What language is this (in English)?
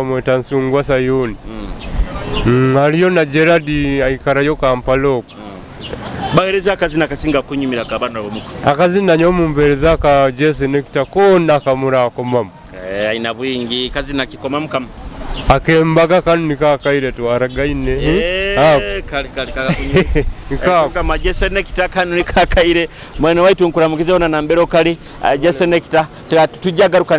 Nyoro